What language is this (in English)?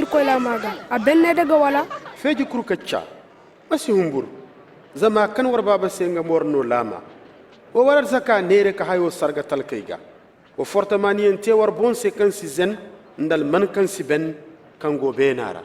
Zarma